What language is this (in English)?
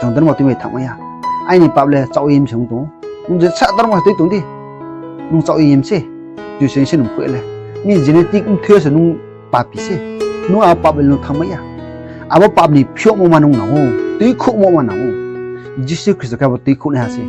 Riang (India)